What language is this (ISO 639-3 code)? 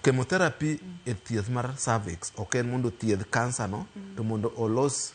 luo